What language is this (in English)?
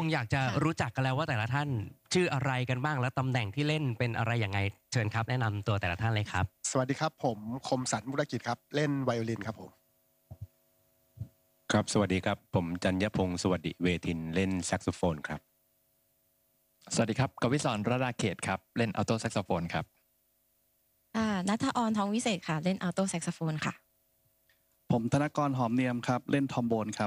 Thai